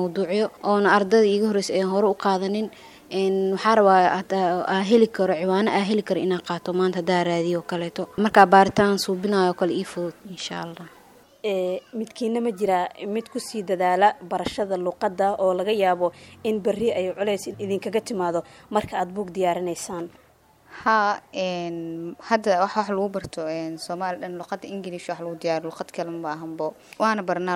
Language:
Somali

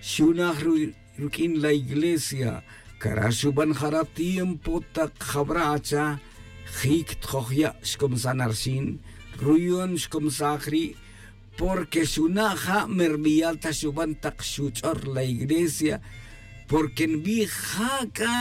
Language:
Tz'utujil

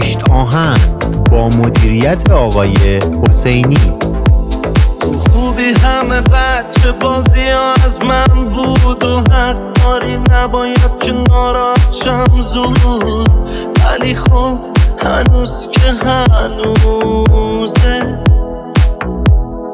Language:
Persian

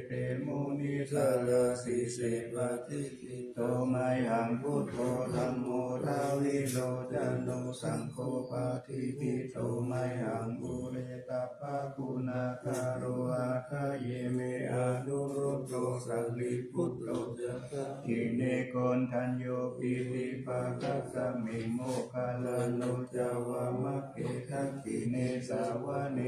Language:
Pali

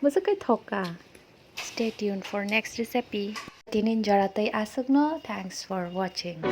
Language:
Kok Borok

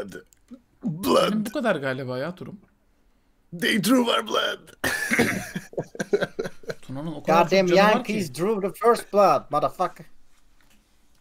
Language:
Turkish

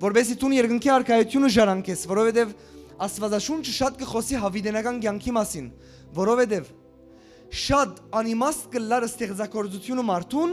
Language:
Western Armenian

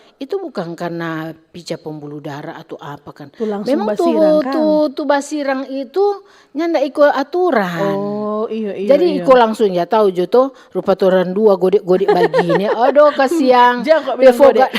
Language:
Manado Malay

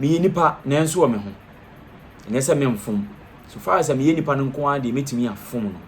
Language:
Akan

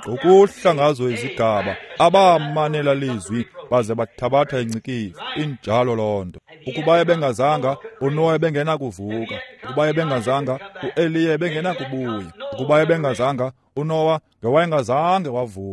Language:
Xhosa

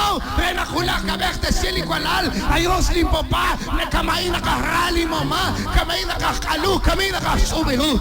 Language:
Kekchí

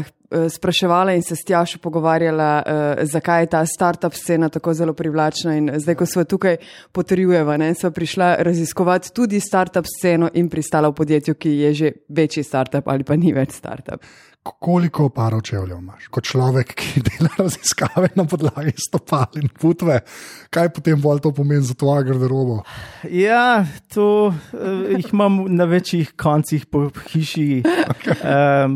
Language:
Slovenian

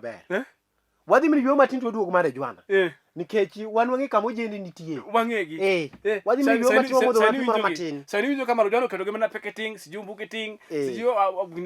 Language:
Luo (Kenya and Tanzania)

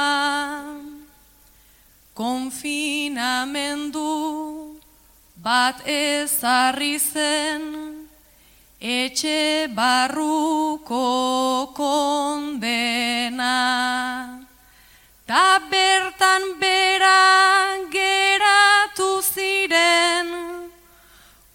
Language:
Basque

